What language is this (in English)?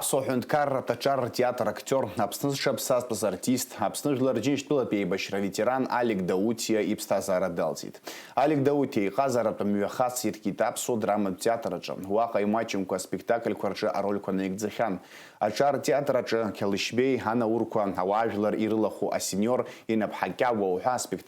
Abkhazian